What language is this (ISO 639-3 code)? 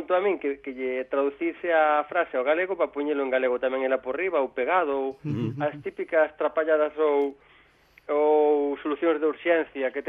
glg